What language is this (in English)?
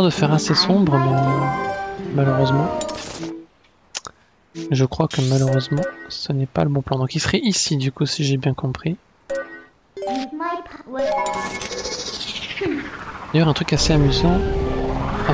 French